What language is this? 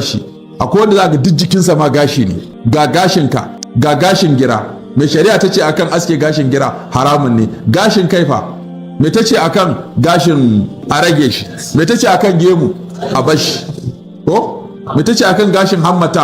Hausa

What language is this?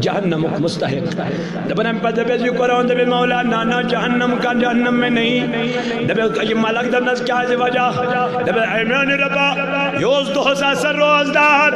Kashmiri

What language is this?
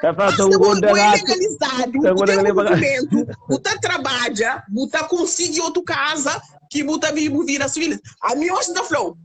Kabuverdianu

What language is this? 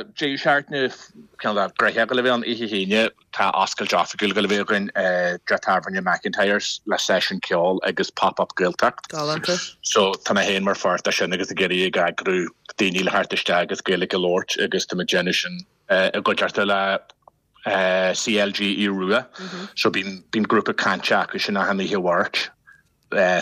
Irish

